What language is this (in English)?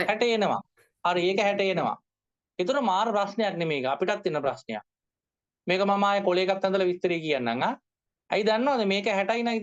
Sinhala